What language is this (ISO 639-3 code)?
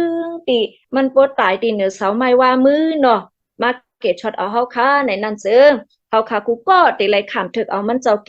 shn